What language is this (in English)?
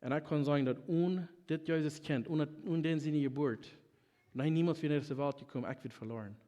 Plautdietsch